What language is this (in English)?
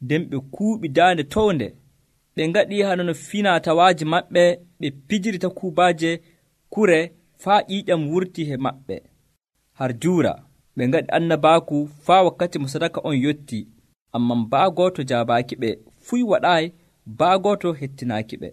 Nigerian Fulfulde